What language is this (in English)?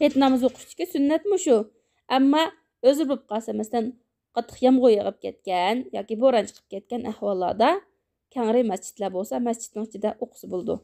Uyghur